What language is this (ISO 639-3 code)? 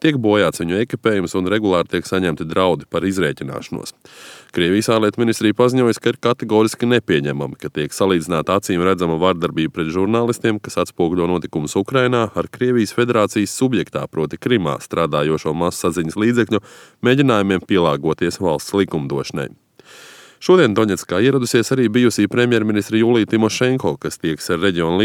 lav